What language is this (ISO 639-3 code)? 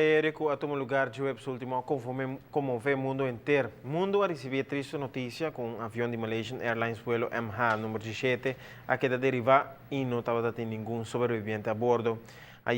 pap